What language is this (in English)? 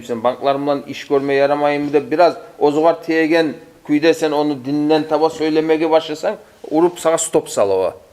Kumyk